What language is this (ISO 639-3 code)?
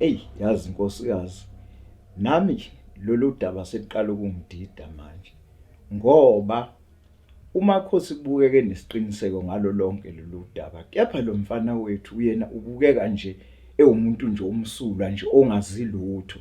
zul